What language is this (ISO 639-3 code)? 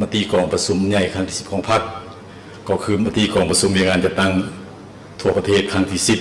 lao